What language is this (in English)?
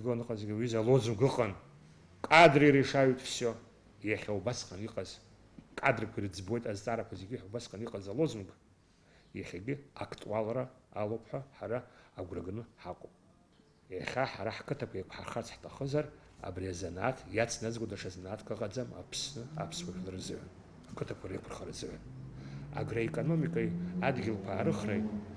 Abkhazian